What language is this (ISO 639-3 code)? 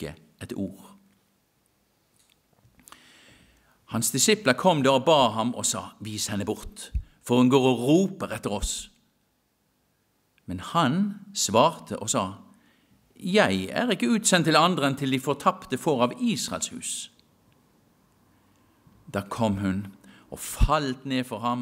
nor